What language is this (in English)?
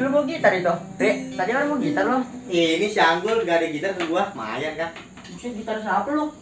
Betawi